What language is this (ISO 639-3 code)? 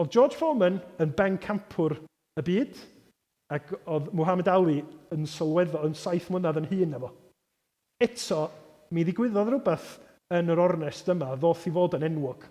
cym